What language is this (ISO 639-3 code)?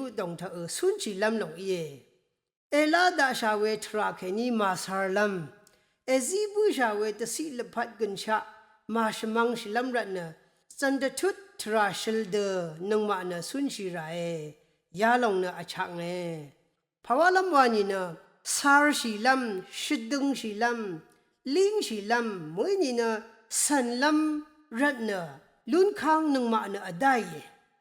raw